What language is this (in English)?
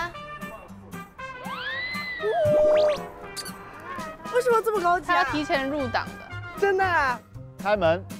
Chinese